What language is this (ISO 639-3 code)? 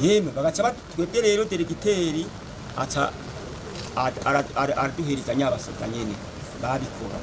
run